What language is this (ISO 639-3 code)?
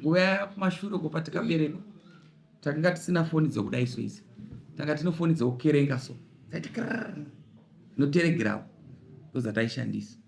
sna